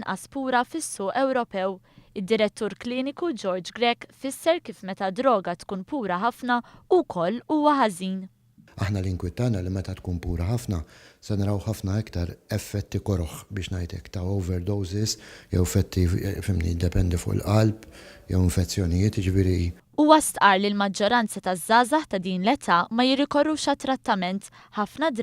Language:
Maltese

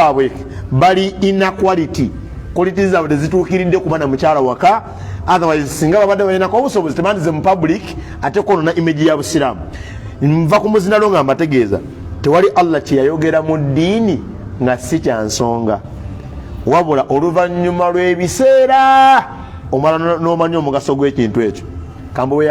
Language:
Ganda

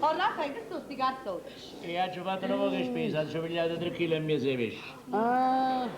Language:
Neapolitan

